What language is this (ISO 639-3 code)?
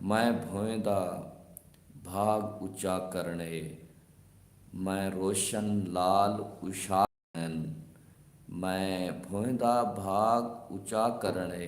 skr